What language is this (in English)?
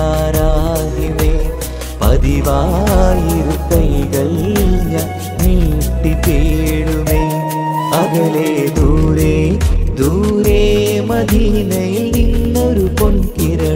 Malayalam